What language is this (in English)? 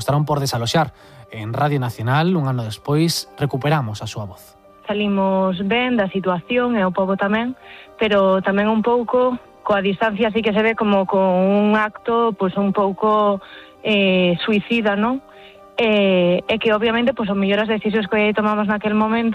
Galician